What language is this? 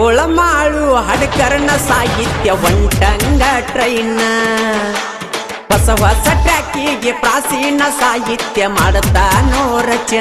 Kannada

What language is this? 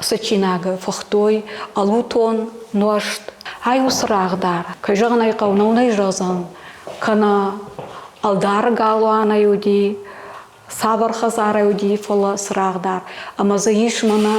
Ossetic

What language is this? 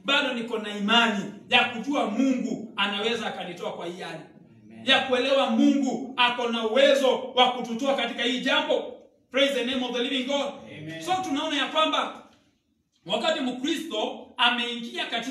Swahili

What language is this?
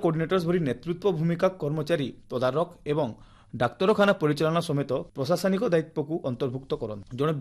Odia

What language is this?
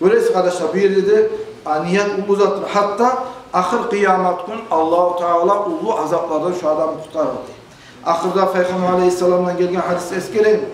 Kumyk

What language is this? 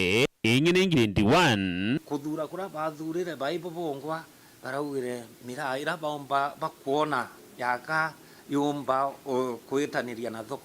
Meru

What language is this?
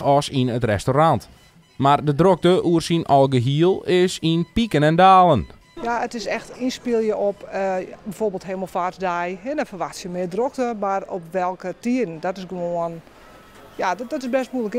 Western Frisian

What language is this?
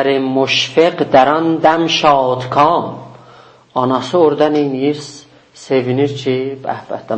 South Azerbaijani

